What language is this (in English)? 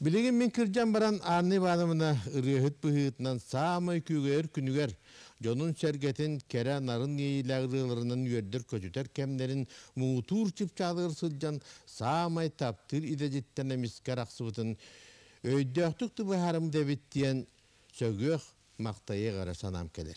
Yakut